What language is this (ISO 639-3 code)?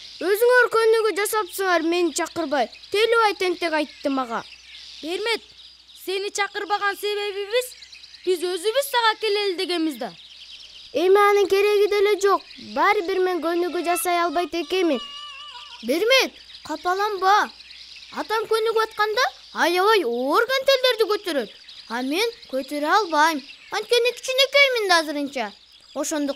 kir